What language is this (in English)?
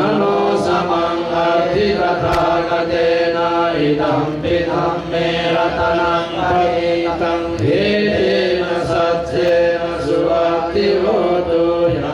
Pali